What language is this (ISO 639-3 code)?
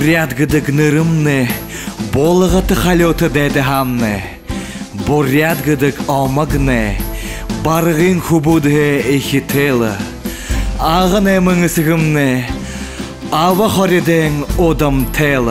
bua